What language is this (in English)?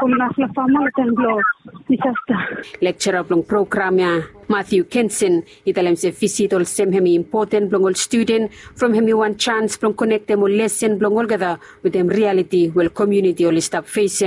Bislama